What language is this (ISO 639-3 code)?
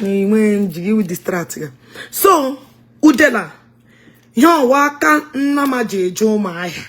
ibo